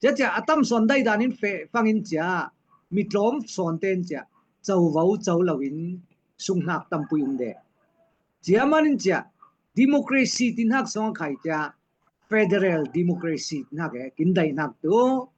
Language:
Falam Chin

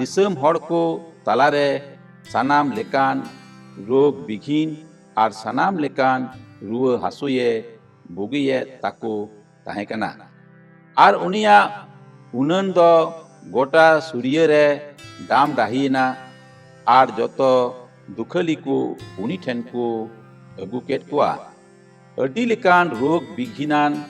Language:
Santali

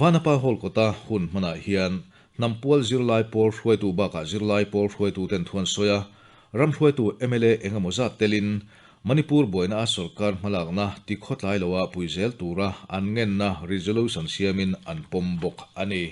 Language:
Mizo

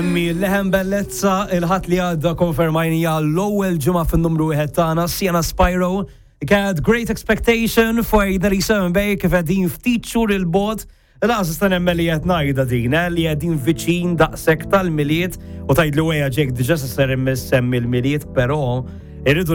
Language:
Maltese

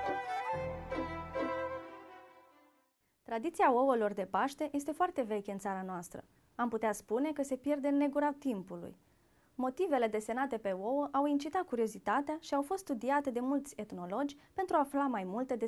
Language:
Romanian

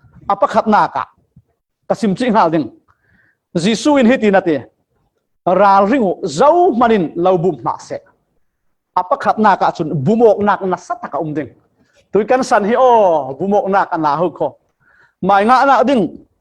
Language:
Falam Chin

